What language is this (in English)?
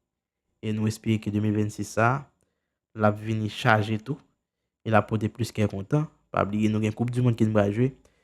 Haitian Creole